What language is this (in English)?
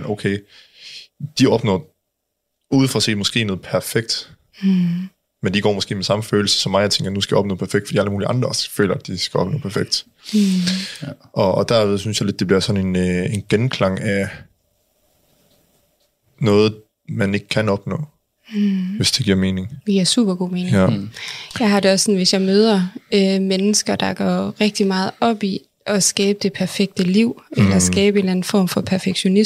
Danish